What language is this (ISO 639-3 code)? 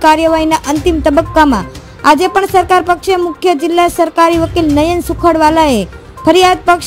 guj